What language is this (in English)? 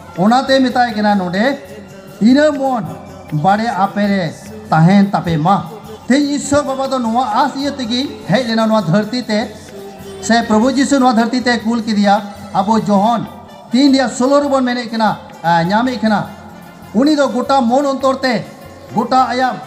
Santali